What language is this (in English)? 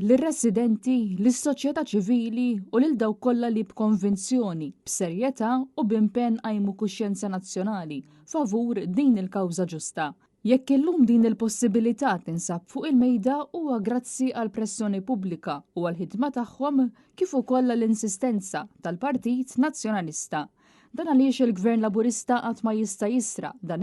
Maltese